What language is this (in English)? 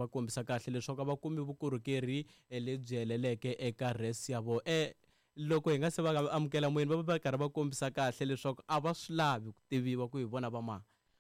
Tsonga